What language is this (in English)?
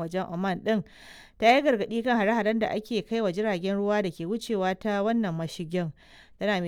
Hausa